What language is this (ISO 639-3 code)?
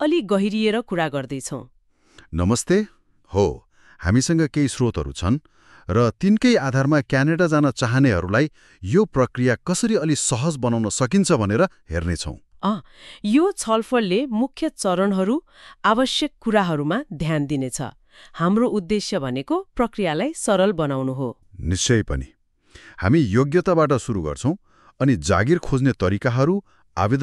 nep